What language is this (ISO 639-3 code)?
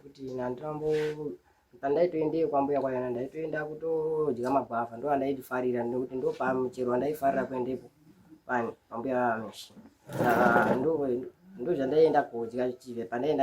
sna